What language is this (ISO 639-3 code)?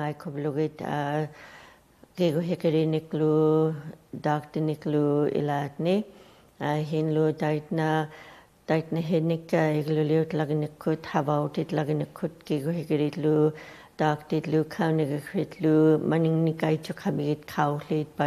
ikt